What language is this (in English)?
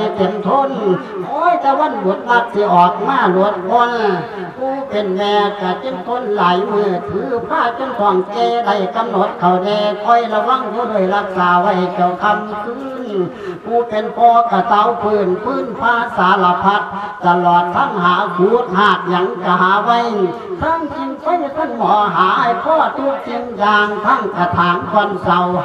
Lao